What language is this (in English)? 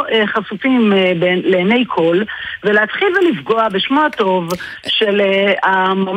Hebrew